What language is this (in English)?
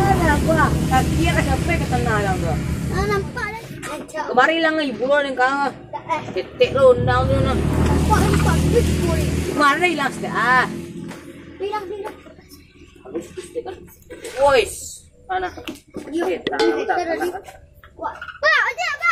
Minangkabau